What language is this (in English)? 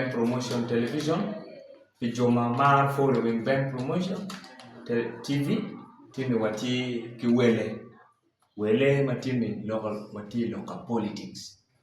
Acoli